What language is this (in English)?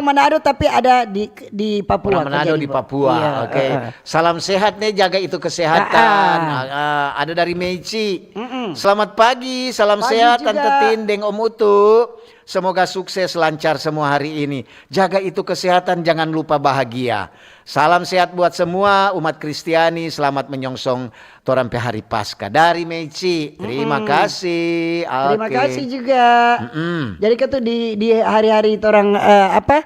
Manado Malay